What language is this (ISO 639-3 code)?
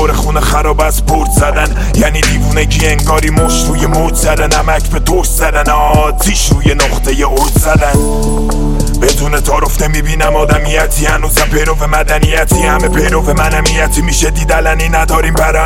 fas